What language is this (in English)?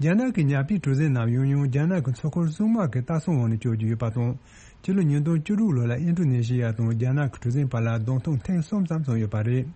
Tibetan